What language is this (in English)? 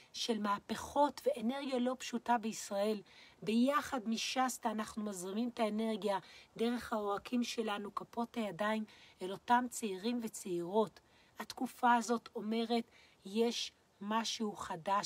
Hebrew